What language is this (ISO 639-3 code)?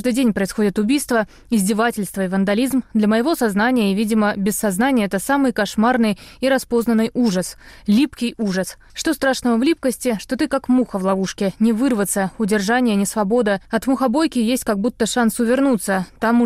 rus